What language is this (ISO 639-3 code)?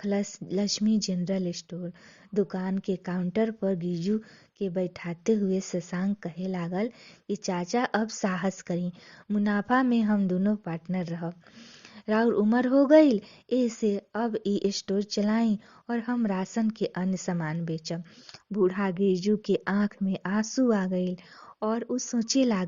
bho